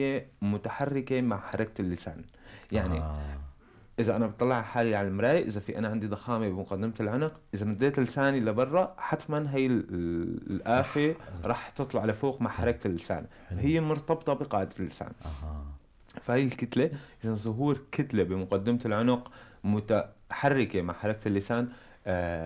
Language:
North Levantine Arabic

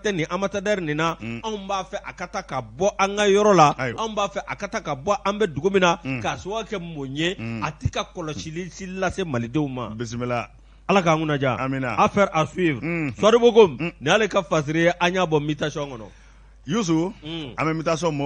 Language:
Bambara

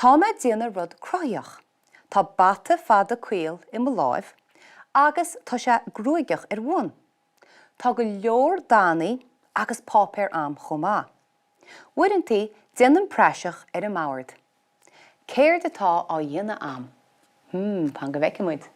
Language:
Irish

